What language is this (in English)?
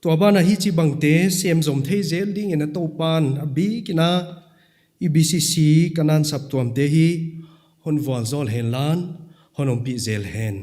Paite Chin